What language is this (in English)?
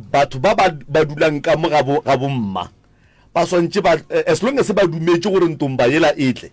Northern Sotho